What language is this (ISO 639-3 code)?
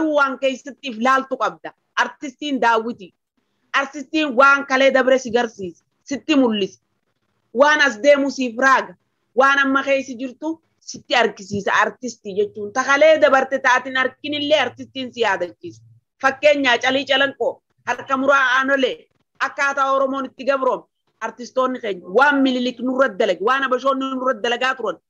orm